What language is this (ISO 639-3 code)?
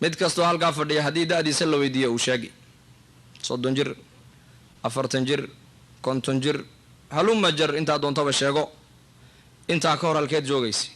som